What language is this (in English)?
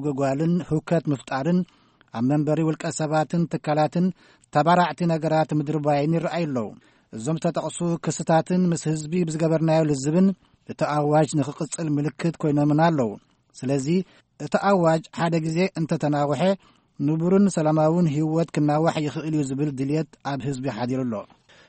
Tigrinya